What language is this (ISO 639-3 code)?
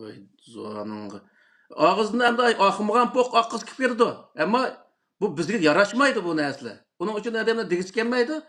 uig